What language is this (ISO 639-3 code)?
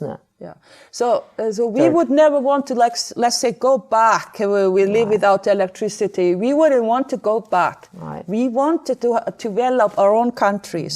fao